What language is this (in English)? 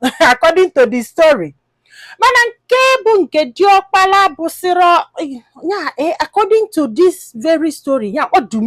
Igbo